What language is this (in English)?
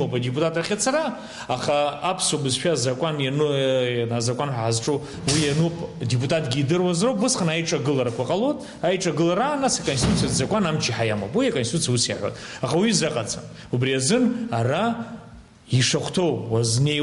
Abkhazian